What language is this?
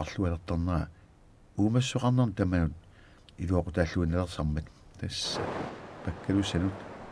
Kalaallisut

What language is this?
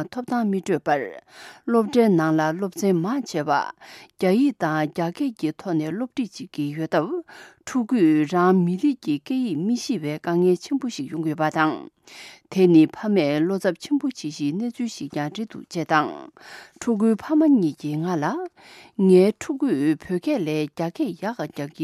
Tibetan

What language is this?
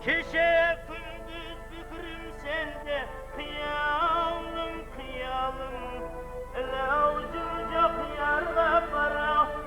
Kara-Kalpak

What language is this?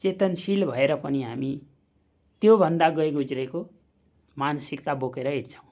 Nepali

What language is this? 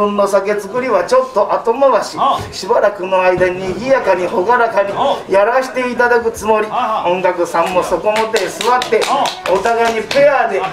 Japanese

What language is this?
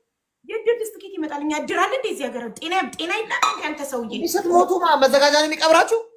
Amharic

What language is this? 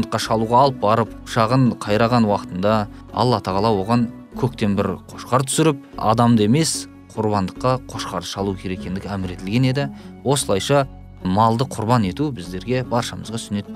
Kazakh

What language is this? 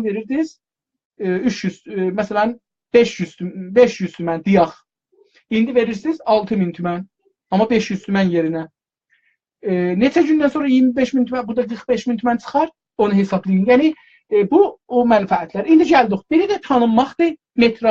South Azerbaijani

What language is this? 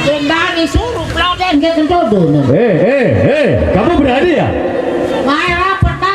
Sasak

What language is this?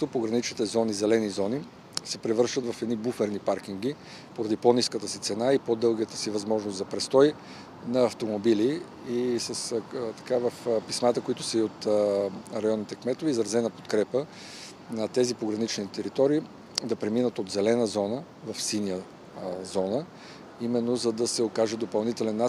Bulgarian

